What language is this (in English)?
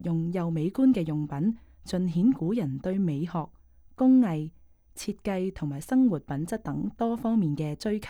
Cantonese